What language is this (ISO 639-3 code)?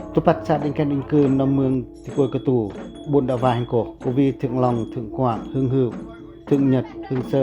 pac